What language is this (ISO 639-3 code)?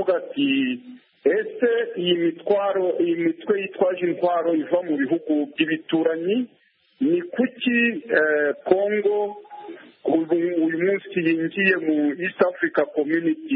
kin